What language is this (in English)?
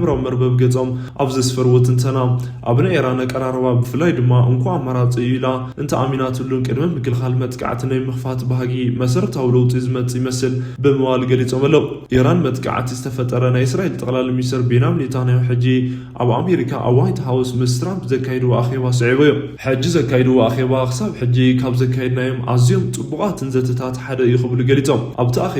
Tigrinya